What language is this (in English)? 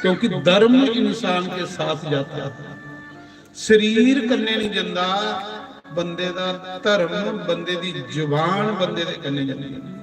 Dogri